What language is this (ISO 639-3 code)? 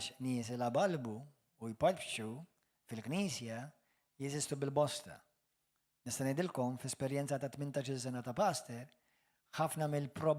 mlt